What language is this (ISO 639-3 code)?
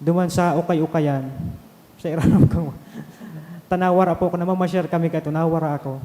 bik